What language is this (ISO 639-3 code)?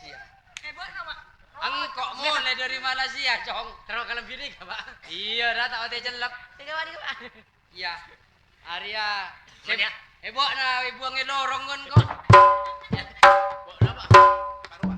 mad